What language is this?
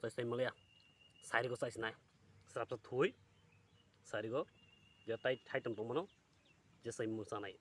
Kok Borok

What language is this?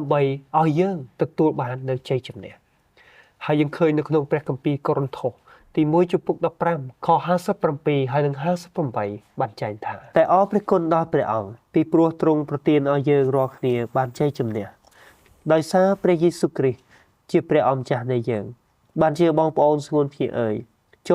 Khmer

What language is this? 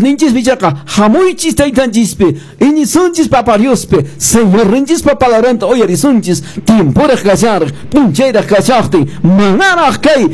Quechua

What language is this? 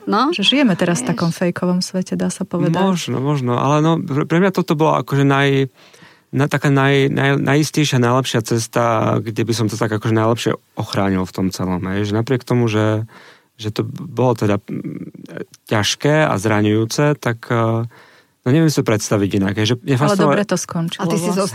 Slovak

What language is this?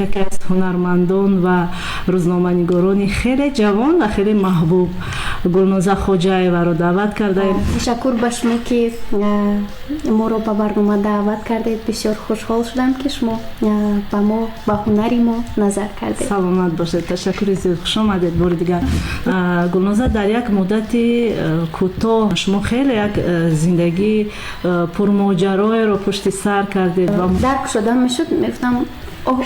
Tajik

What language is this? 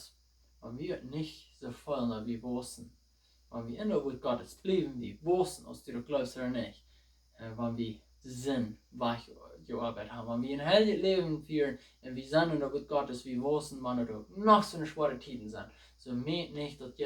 Plautdietsch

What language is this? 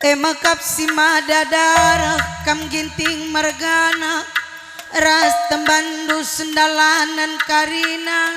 Batak Karo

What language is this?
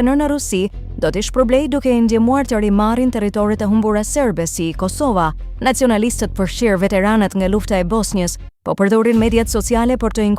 Albanian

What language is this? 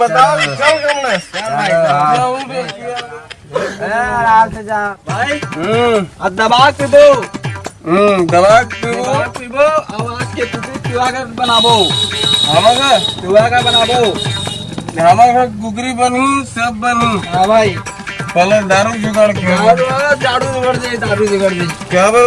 Chhattisgarhi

